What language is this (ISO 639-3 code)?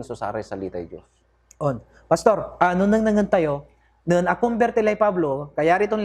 pag